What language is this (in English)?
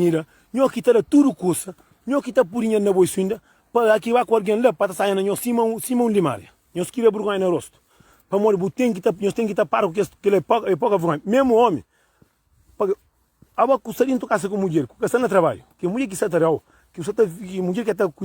Kabuverdianu